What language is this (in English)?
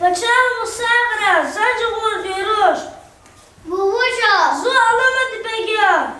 Lezghian